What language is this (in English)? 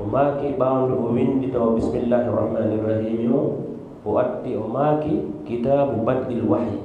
Fula